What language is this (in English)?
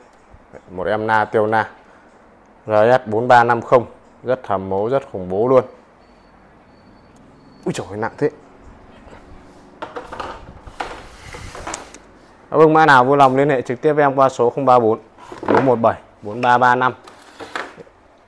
Vietnamese